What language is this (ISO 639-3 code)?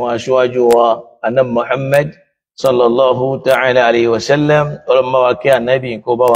yor